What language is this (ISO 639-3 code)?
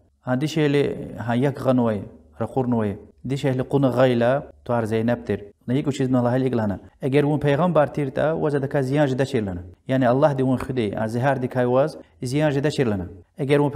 lez